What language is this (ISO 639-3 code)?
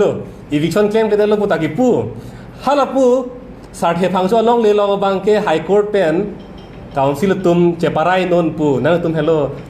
mjw